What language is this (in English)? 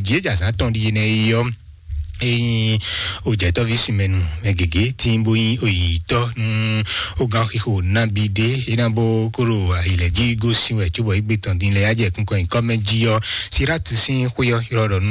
Fon